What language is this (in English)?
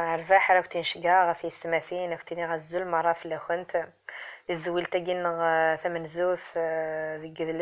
Kabyle